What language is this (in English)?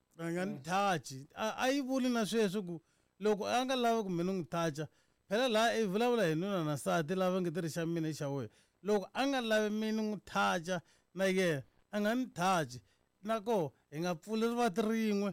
Tsonga